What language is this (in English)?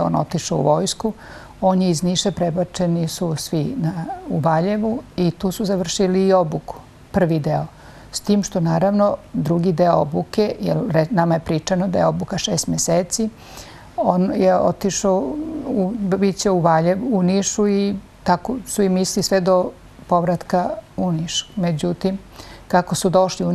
Serbian